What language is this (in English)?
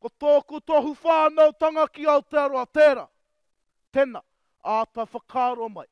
Māori